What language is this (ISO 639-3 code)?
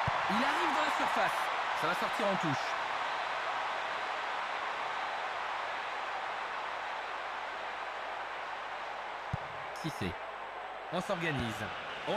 fra